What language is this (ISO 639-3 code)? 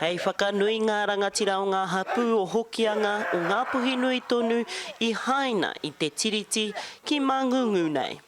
mri